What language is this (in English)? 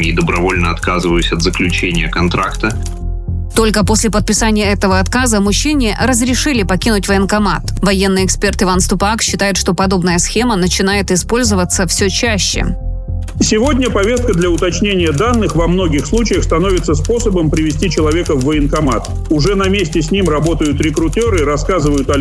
Russian